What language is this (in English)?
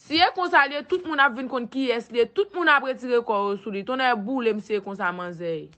Haitian Creole